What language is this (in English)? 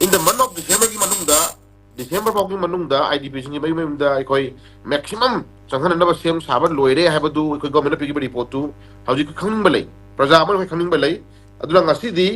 Manipuri